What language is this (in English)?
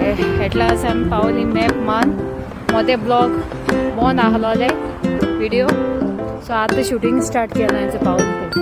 Konkani